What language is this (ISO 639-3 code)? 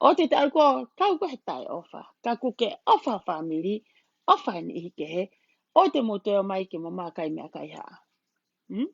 ton